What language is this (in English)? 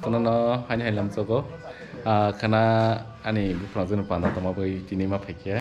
Kok Borok